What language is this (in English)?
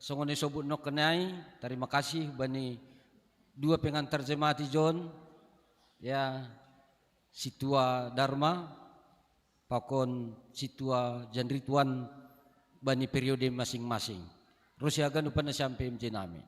Batak Simalungun